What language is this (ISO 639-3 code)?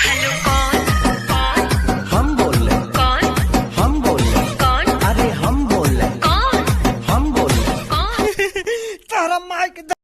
hne